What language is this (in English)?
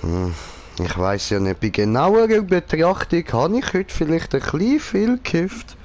Swiss German